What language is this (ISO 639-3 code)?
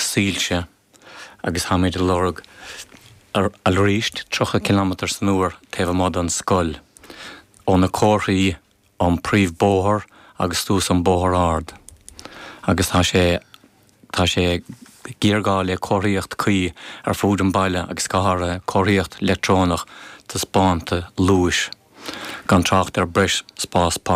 gle